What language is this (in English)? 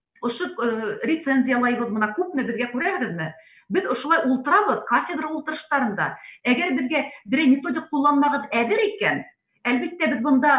Bashkir